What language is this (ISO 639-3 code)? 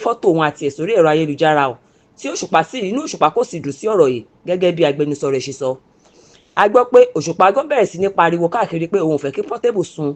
yor